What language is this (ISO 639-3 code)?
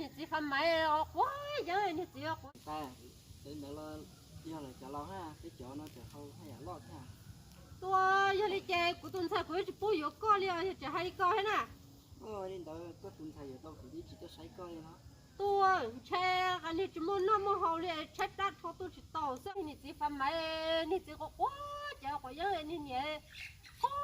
hmn